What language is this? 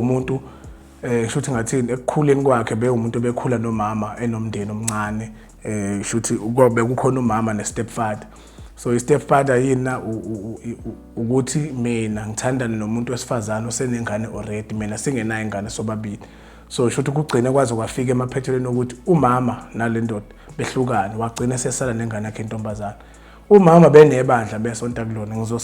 Zulu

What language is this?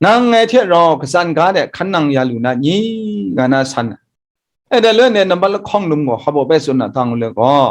Kachin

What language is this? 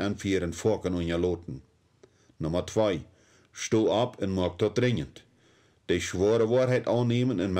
Plautdietsch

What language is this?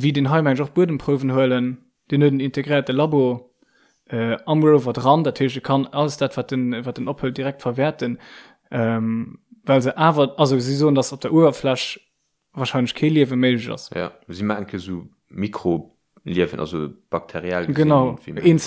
Luxembourgish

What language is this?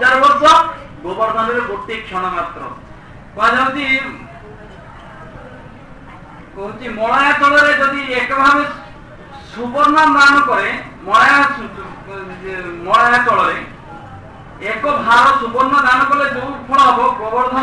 Odia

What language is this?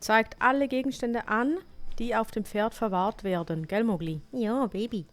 Swiss German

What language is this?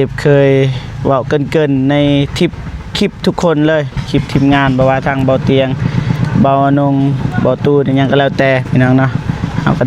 Lao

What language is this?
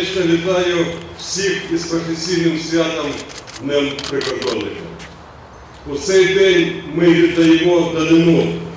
Ukrainian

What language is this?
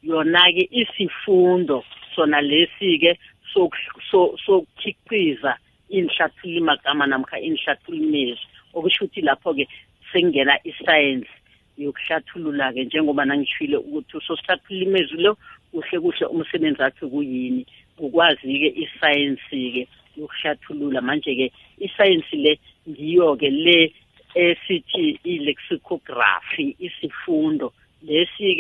South Ndebele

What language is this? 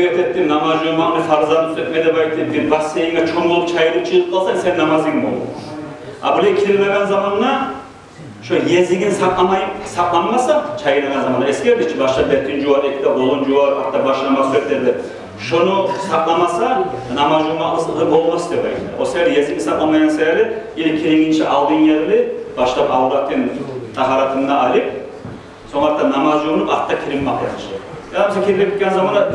Kumyk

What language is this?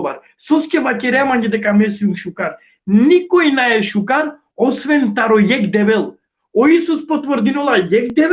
Balkan Romani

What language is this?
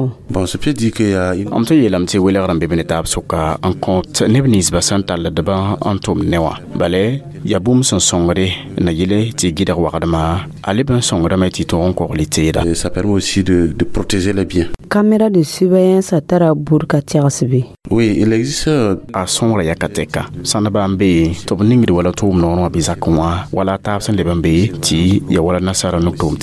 Mossi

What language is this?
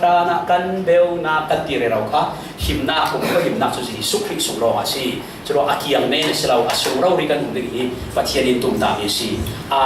Falam Chin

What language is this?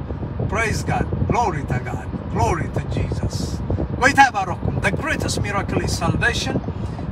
Tigrinya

